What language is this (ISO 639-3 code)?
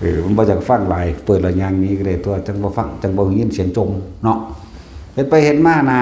tts